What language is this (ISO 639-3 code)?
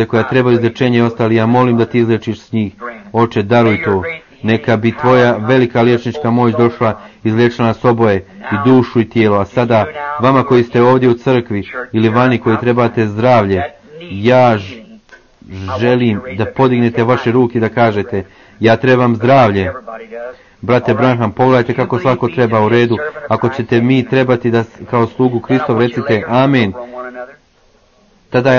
hrv